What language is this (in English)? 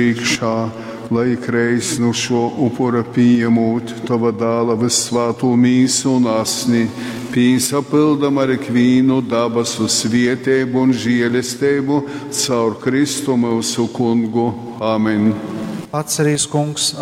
Latgalian